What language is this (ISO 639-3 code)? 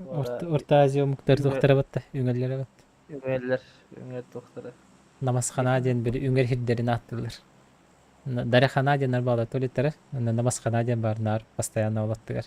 sah